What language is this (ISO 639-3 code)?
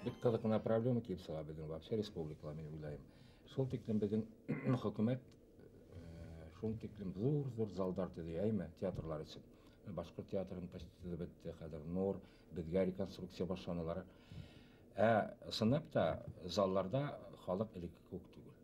bak